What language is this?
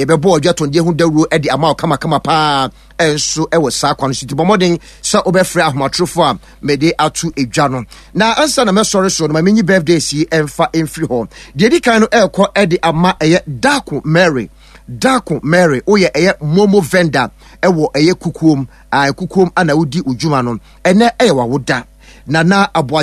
Akan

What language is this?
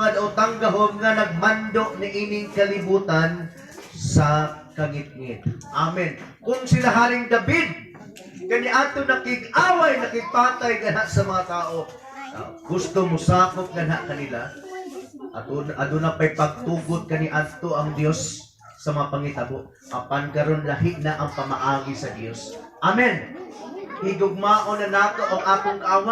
Cebuano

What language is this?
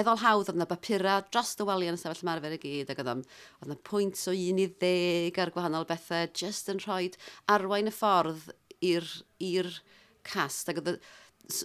Welsh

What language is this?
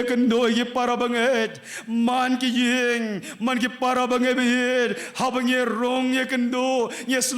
Khasi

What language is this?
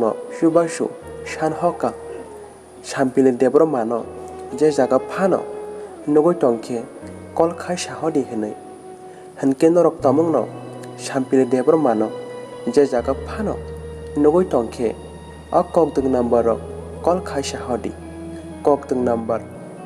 Kok Borok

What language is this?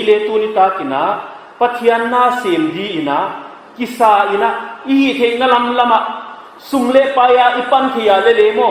Paite Chin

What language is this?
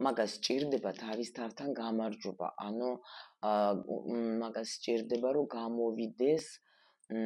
Georgian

